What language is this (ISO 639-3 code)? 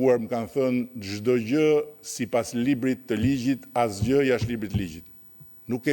sqi